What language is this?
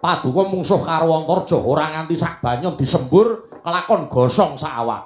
Javanese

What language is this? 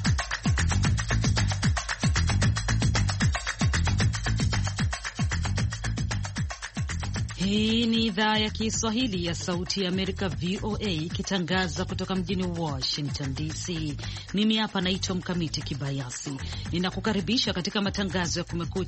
Swahili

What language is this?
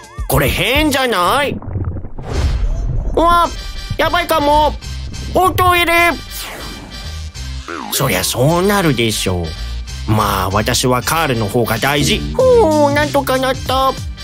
Japanese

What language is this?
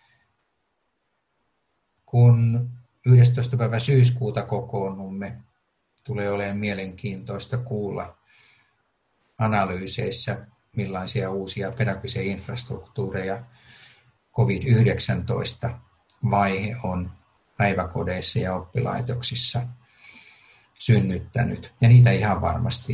Finnish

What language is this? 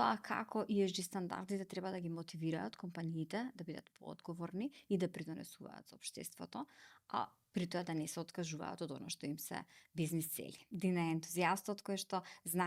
Macedonian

